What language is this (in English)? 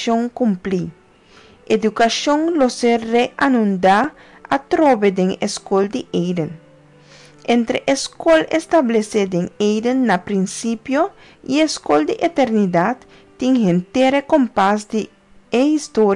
Papiamento